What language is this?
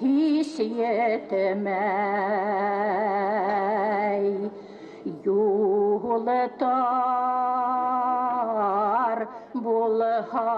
Bashkir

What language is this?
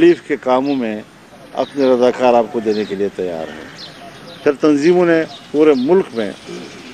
Urdu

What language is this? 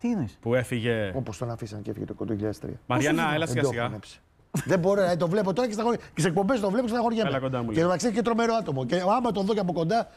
Greek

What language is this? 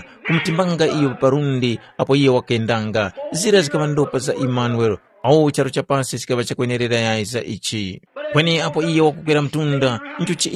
Tumbuka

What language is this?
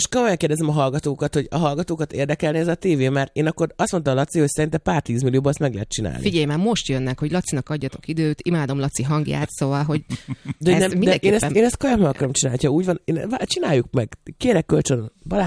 Hungarian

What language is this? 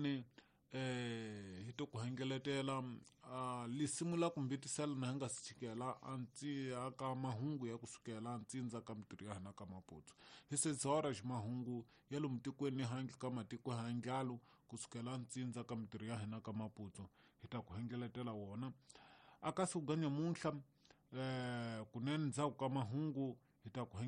Tsonga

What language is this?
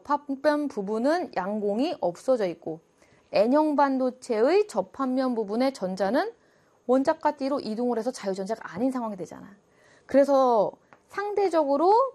Korean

